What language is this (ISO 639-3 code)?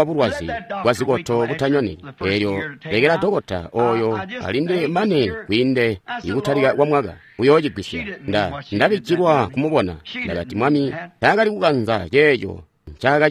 toi